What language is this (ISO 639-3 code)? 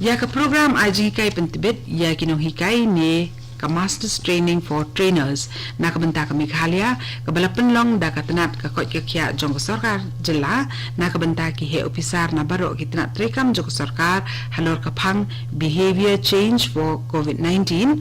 kha